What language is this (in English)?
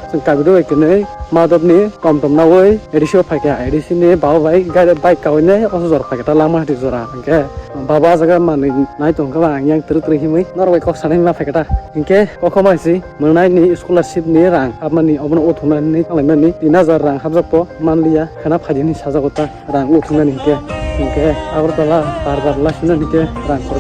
Kok Borok